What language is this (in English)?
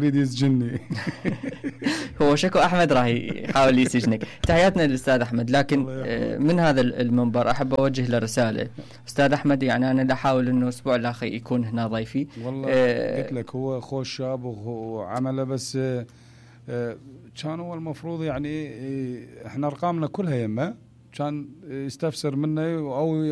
Mesopotamian Arabic